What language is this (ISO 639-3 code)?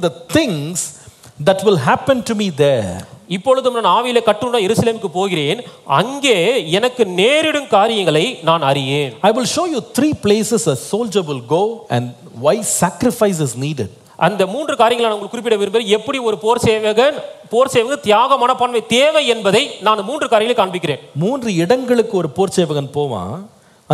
tam